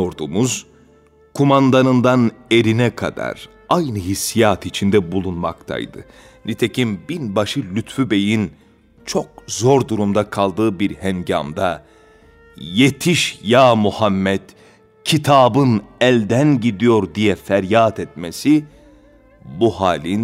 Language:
Turkish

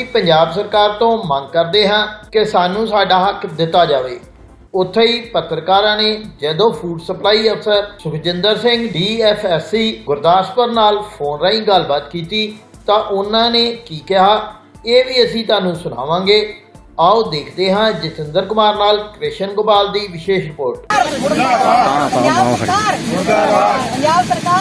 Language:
Punjabi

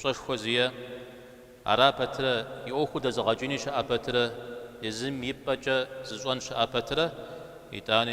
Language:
Kabardian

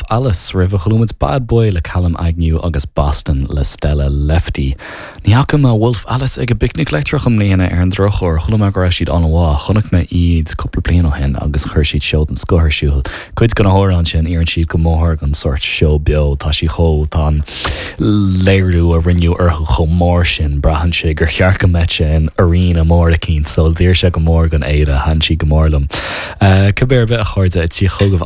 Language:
Irish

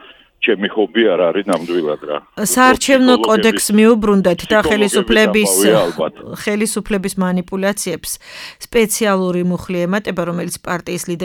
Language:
Georgian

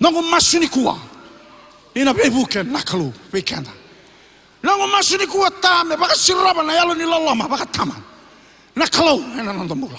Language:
Fijian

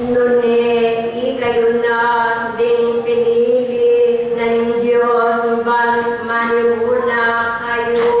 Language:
Pampanga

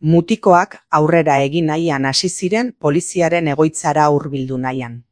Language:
Basque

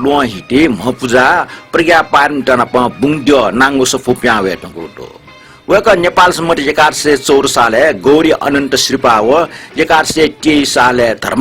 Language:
Newari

